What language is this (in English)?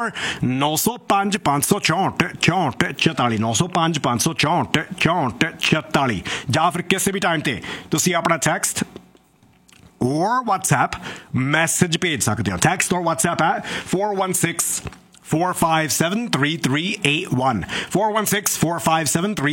Punjabi